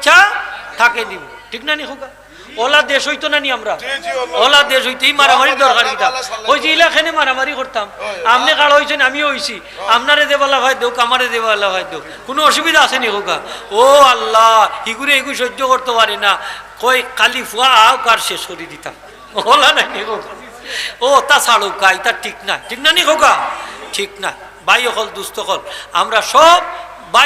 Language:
Sylheti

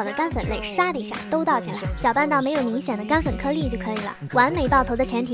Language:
Chinese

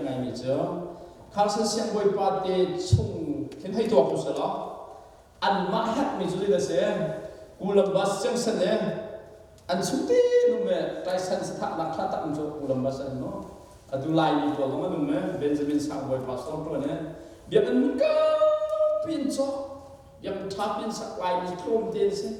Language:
Hakha Chin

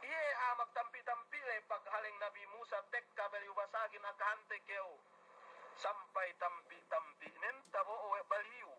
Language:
Yakan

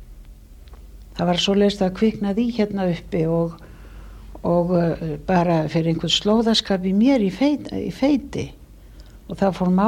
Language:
Icelandic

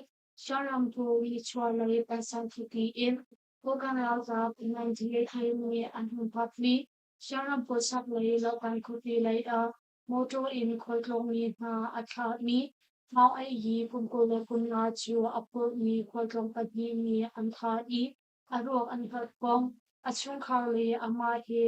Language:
Hakha Chin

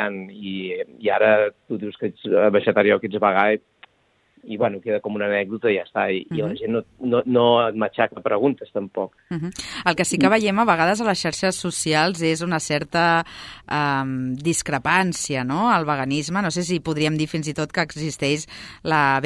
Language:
Catalan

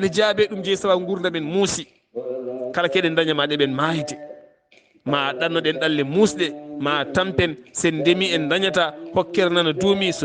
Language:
Fula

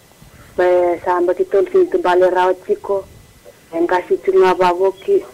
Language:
Fijian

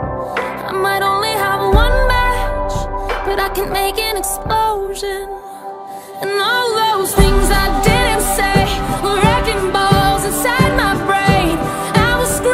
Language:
English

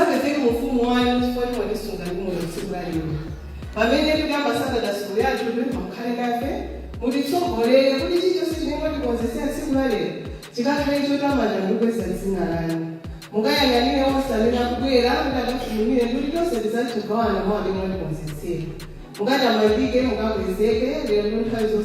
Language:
Nyanja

